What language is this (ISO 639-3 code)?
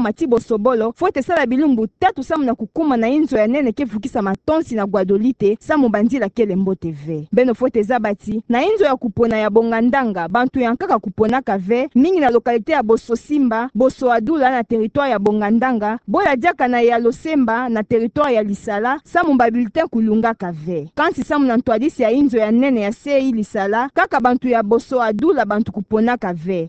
ktu